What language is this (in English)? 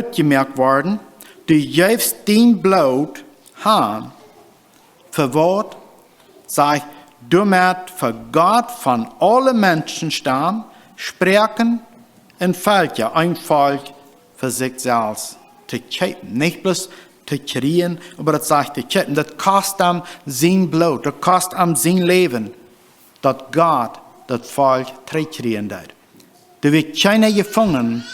Plautdietsch